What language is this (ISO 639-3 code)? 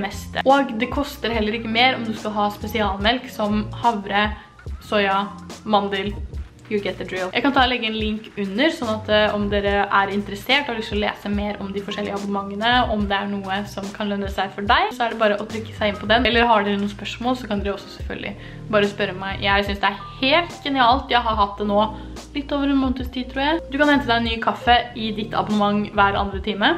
nor